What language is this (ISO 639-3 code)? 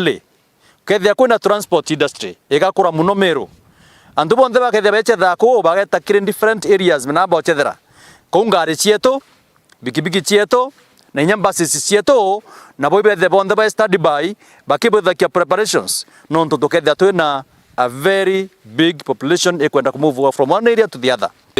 mer